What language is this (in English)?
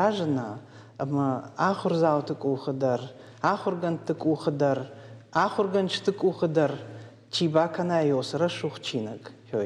Ossetic